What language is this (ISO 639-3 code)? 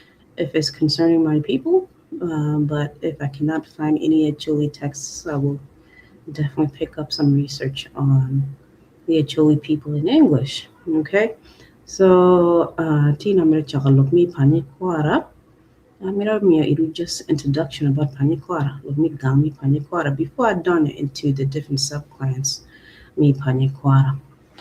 ach